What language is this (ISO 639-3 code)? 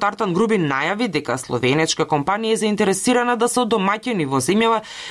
mkd